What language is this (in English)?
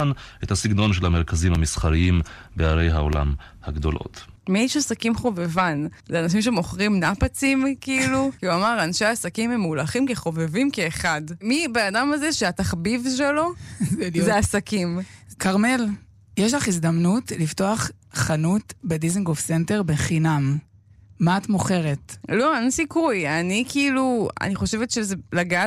Hebrew